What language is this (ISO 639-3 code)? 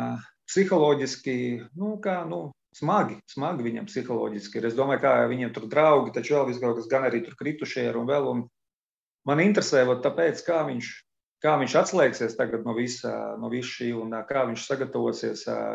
lav